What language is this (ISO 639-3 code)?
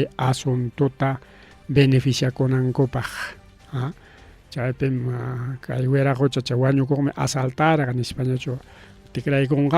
quy